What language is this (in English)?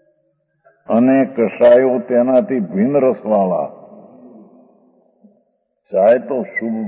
Gujarati